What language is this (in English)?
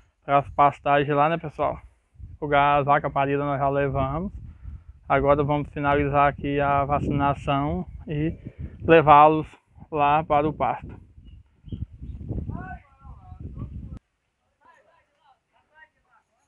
Portuguese